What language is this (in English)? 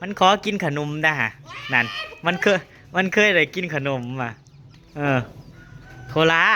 Northeastern Thai